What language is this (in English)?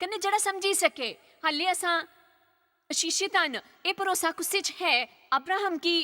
Dogri